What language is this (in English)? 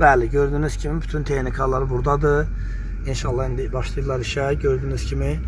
Azerbaijani